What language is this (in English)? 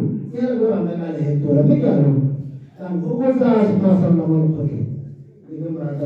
Tswana